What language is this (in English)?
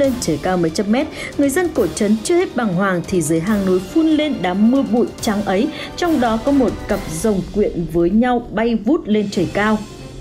Vietnamese